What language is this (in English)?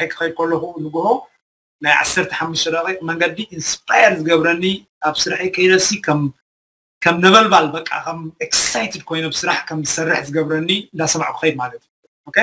Tigrinya